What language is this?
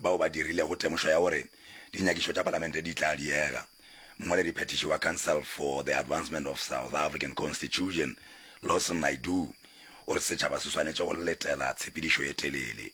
Northern Sotho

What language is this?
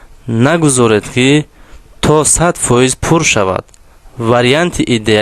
Tajik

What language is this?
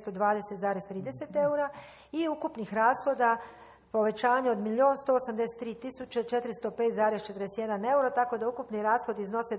Croatian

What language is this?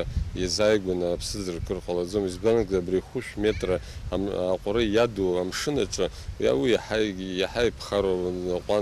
Abkhazian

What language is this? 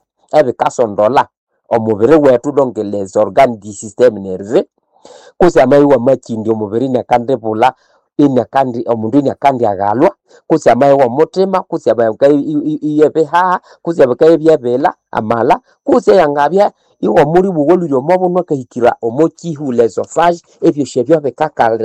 Nande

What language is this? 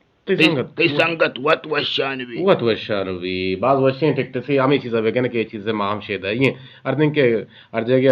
Eastern Balochi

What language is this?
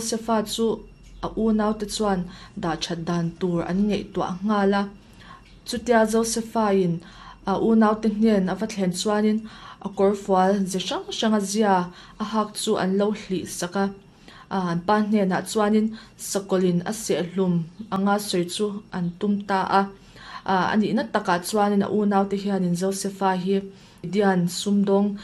Mizo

